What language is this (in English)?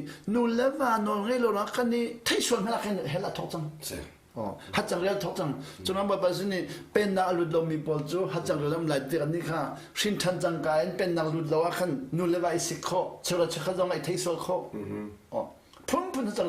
Hakha Chin